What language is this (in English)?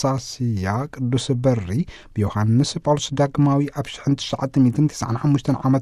Tigrinya